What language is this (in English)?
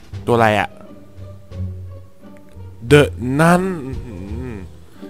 Thai